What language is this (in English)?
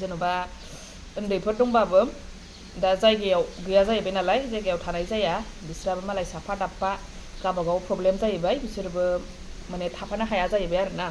Bodo